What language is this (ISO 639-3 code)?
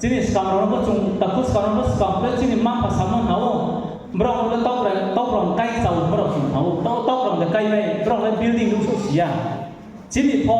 ria